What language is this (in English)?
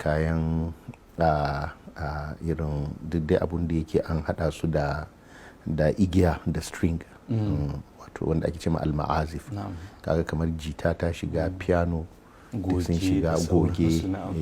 Hausa